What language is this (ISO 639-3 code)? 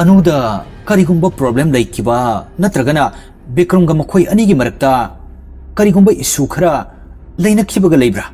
mni